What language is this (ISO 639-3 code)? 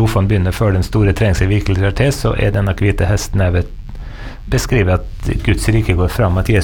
nor